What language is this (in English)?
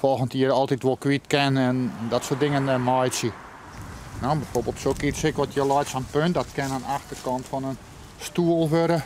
Western Frisian